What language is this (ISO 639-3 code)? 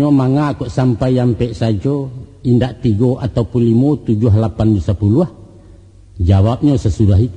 min